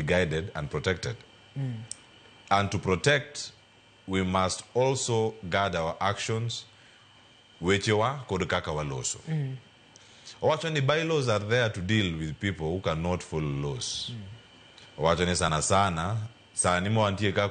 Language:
Luo (Kenya and Tanzania)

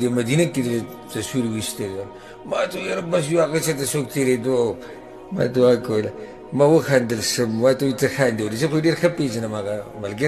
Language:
Pashto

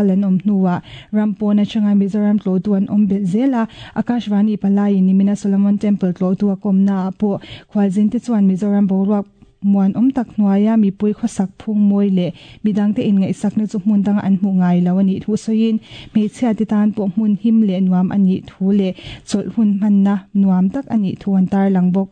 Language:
Mizo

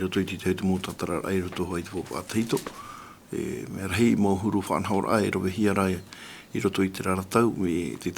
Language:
Tahitian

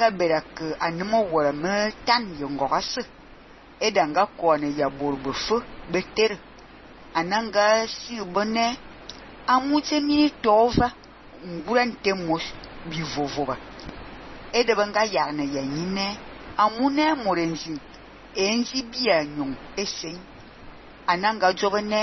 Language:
Fang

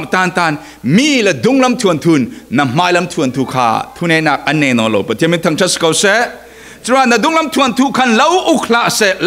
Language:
Falam Chin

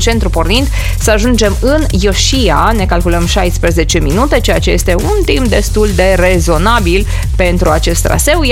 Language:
Romanian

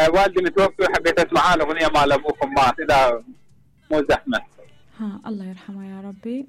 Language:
Mesopotamian Arabic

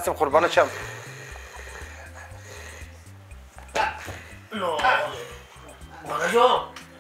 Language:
Persian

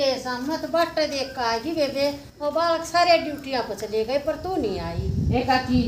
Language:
Haryanvi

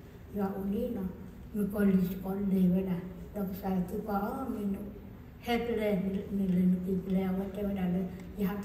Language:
S'gaw Karen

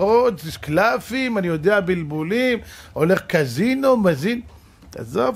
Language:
Hebrew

